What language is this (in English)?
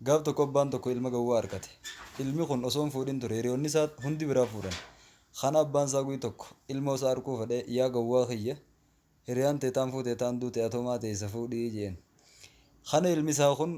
Oromo